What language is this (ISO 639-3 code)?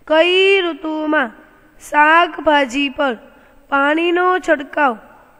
guj